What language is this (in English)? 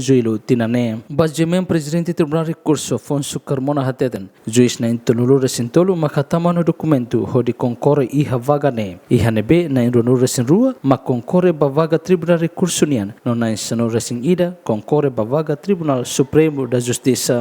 Tetum